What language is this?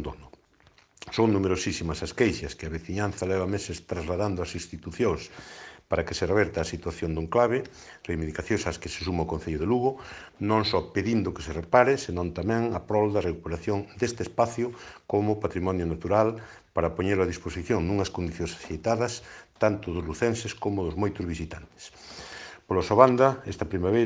Galician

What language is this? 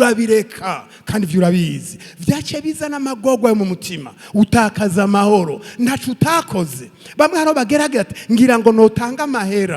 Rundi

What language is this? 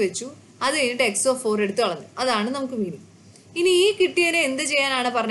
Malayalam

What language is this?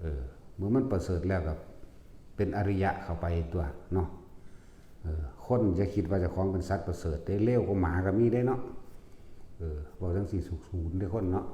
Northeastern Thai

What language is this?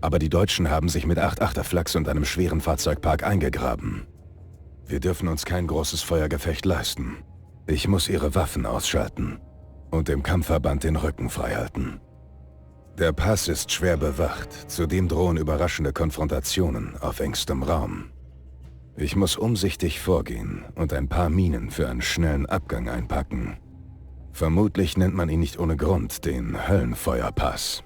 Bavarian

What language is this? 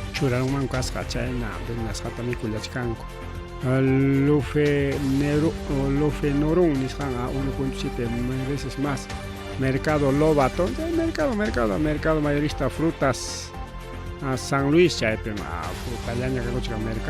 Ayacucho Quechua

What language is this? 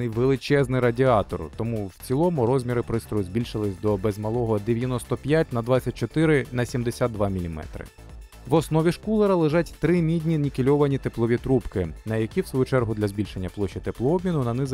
Ukrainian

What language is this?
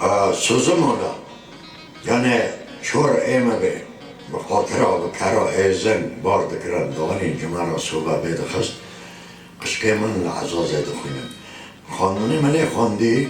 Kurdish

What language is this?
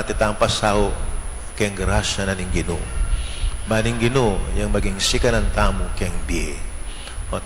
Pampanga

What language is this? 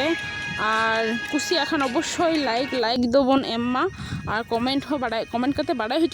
Santali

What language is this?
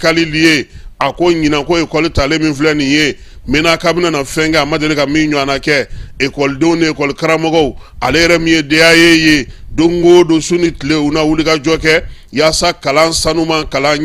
Bambara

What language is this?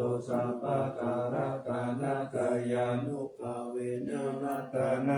Pali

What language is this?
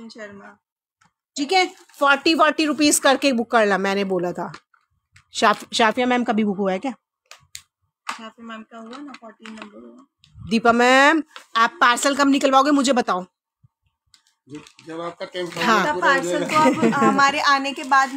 Hindi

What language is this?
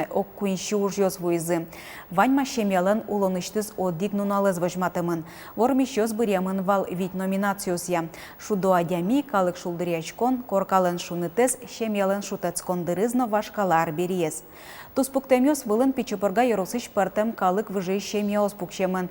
Udmurt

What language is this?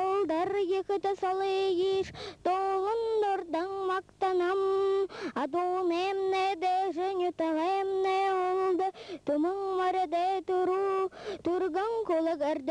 Buriat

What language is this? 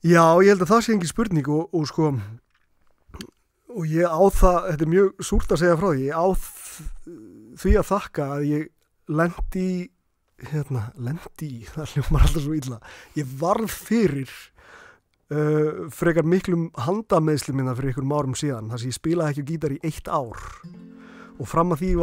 Icelandic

